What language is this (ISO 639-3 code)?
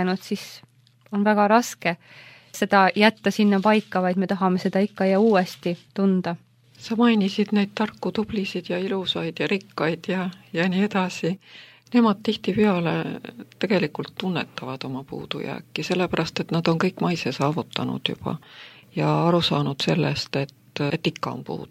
est